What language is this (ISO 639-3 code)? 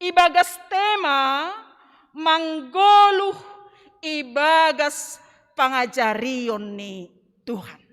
bts